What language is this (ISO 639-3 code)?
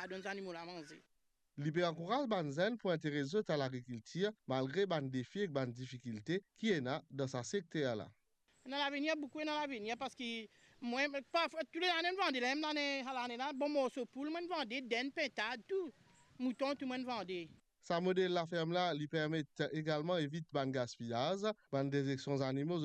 mfe